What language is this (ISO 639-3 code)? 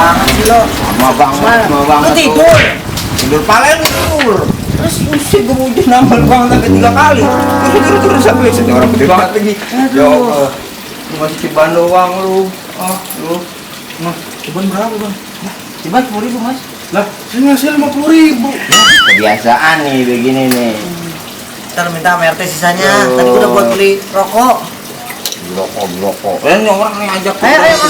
bew